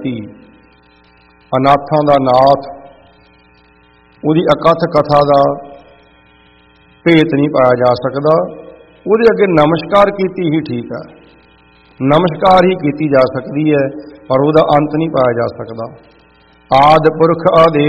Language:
Punjabi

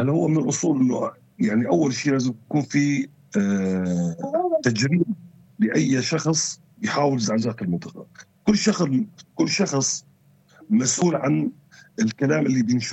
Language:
North Levantine Arabic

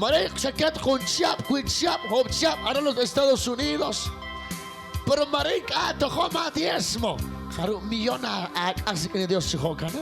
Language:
Kekchí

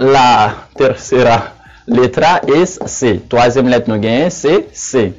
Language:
Haitian Creole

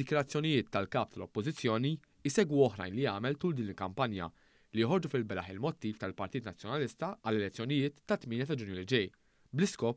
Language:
Maltese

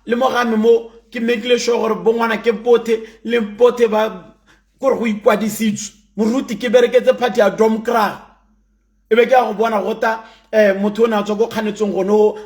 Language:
Tswana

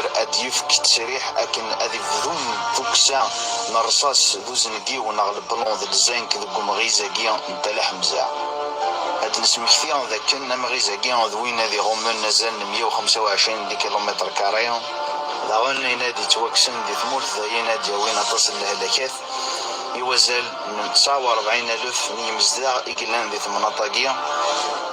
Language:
Kabyle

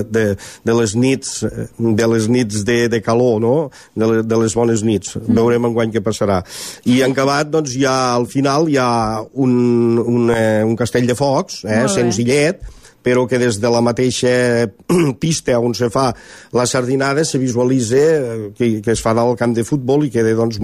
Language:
Catalan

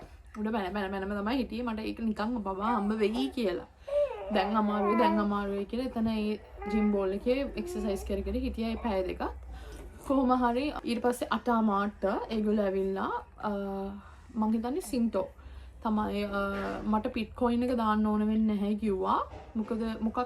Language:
Sinhala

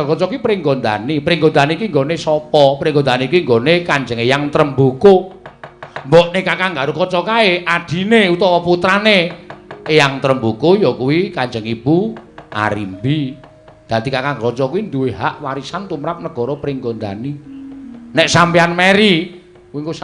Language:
Javanese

